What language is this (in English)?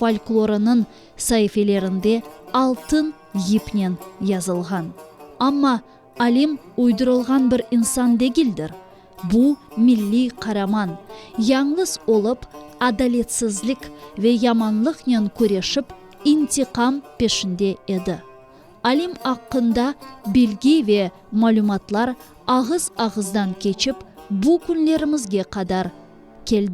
Crimean Tatar